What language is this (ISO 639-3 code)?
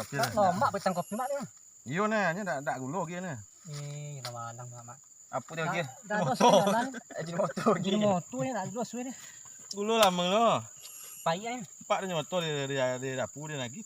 min